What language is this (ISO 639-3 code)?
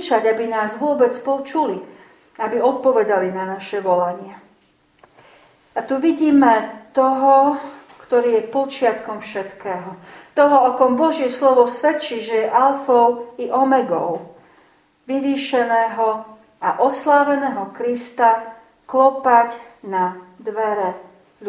slk